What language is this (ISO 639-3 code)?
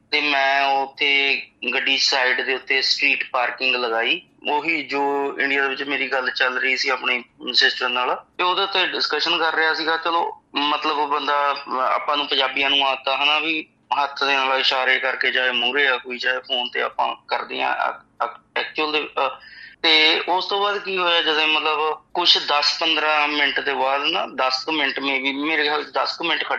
pan